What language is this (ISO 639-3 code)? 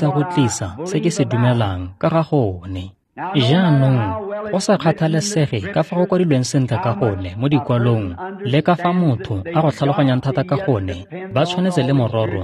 tsn